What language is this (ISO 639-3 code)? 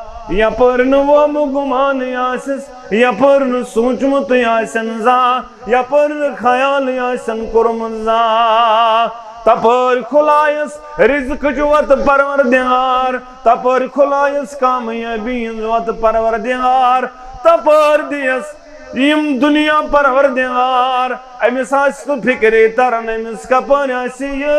kas